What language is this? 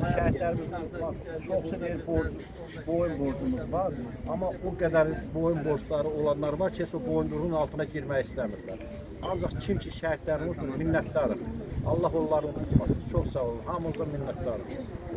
Azerbaijani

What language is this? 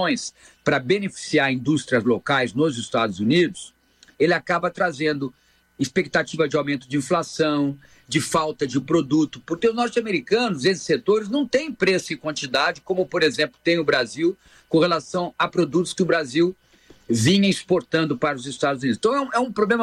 Portuguese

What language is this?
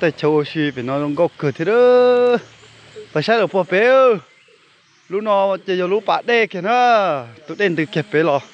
Hmong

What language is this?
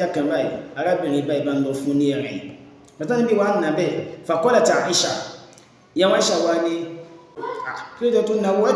Yoruba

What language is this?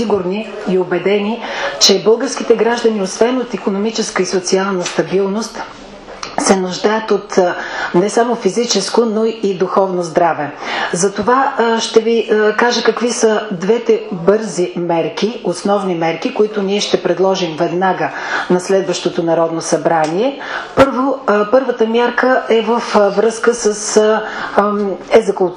Bulgarian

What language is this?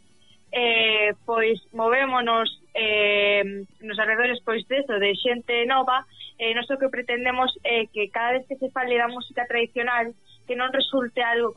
Galician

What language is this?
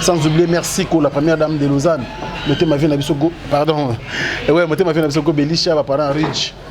Lingala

